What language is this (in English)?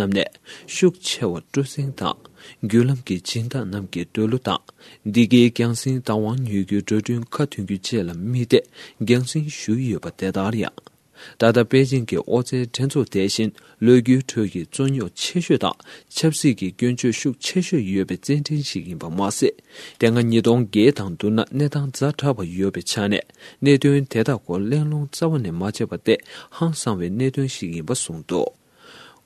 Tibetan